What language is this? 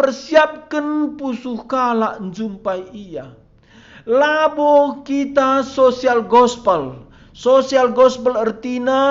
Batak Karo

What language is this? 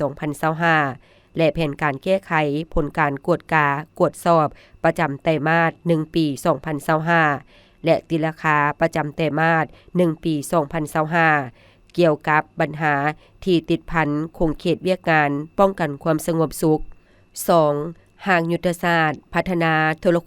Lao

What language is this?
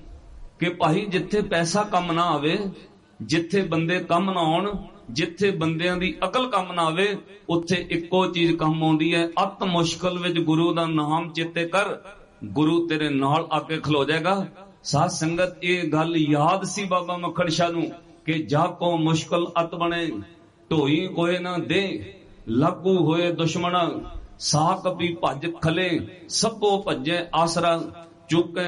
Punjabi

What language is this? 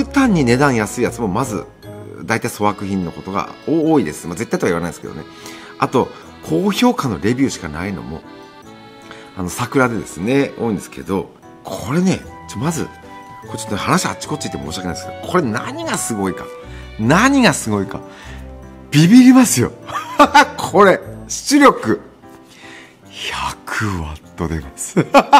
Japanese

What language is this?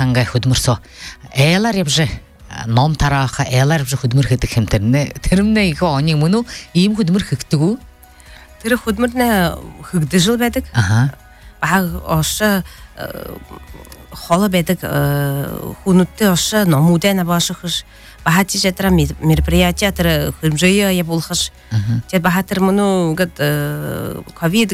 Buriat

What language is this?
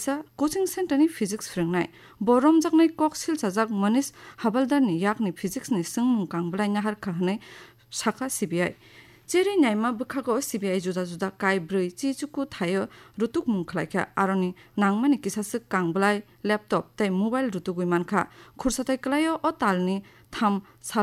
Kok Borok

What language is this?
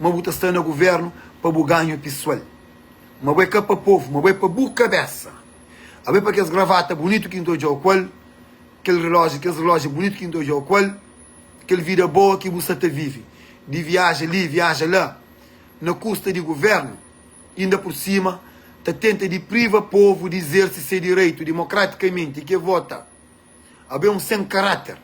Kabuverdianu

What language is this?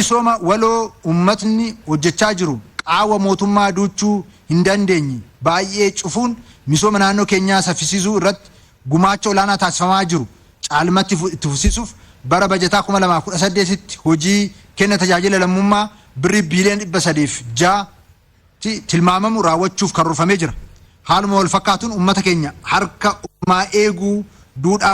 Oromo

